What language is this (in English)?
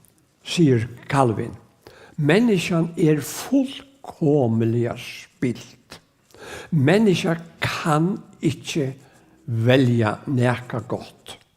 Faroese